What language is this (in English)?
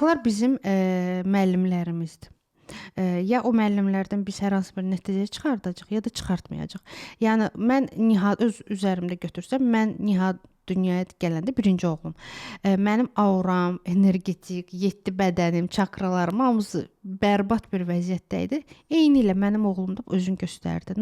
Azerbaijani